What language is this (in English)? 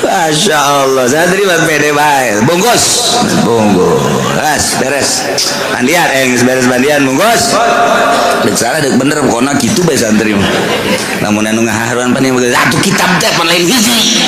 Sundanese